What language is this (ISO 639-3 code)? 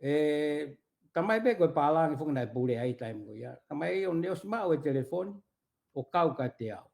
ton